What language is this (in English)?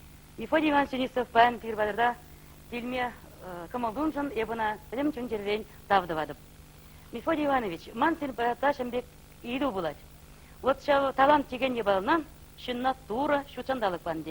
Chuvash